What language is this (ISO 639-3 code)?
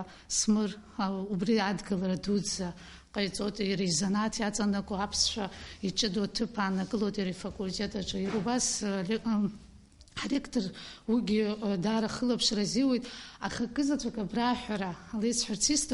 abk